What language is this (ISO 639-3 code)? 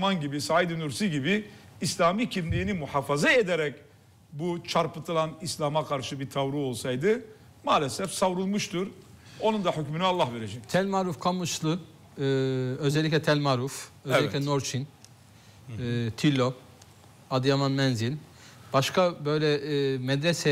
tur